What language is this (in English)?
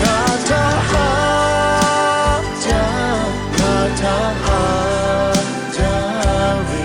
Lahu